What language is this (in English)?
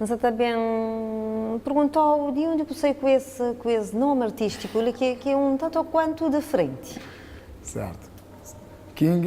Kabuverdianu